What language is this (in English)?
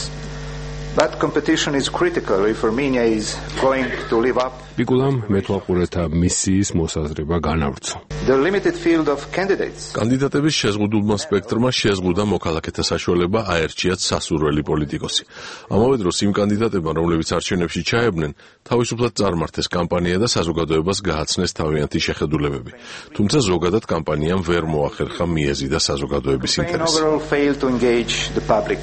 Georgian